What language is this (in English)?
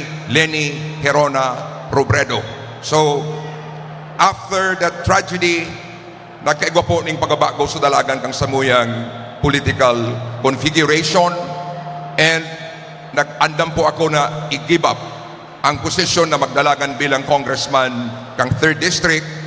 Bikol